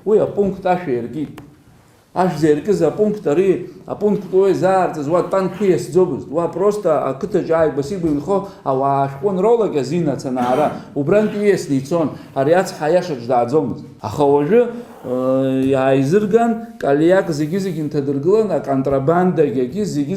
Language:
Abkhazian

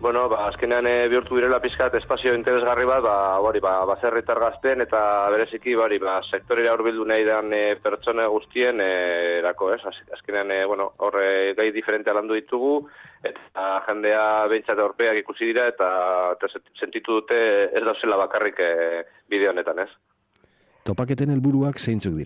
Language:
Basque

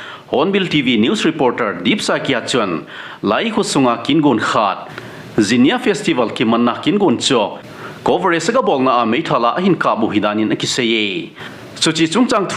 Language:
Thado Chin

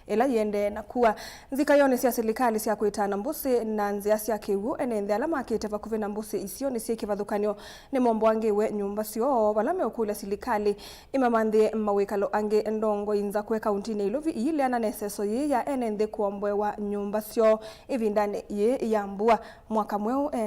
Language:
Kamba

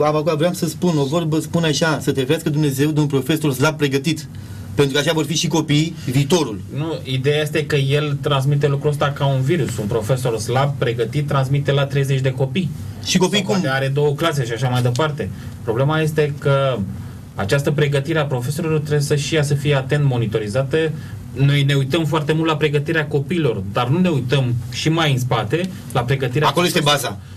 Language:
Romanian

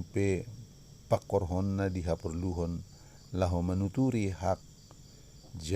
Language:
Batak Toba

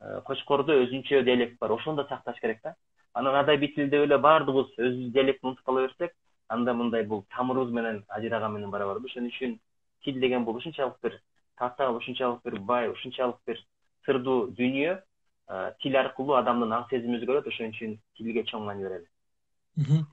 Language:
Kyrgyz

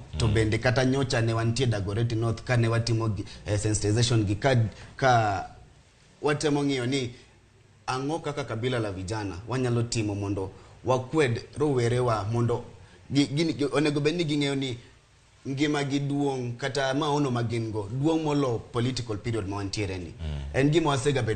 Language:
Luo (Kenya and Tanzania)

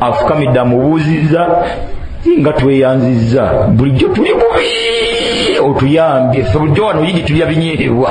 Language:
Ganda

